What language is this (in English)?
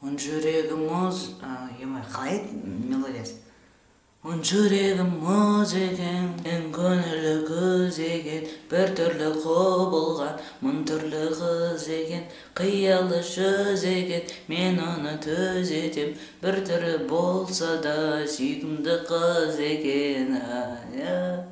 Kazakh